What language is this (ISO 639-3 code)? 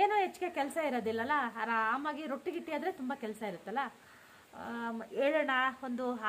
kan